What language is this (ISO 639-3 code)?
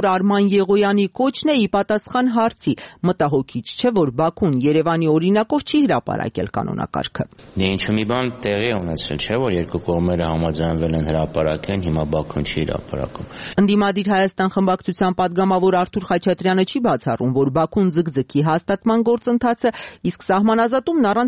hye